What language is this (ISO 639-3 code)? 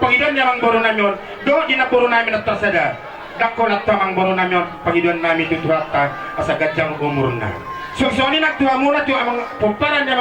bbc